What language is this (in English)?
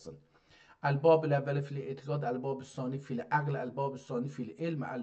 South Azerbaijani